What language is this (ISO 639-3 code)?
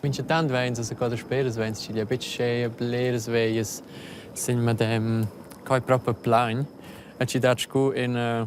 roh